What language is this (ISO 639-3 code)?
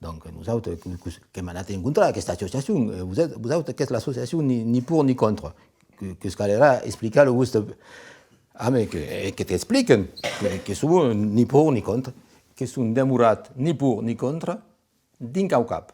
oci